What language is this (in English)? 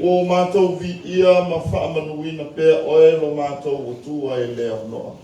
Samoan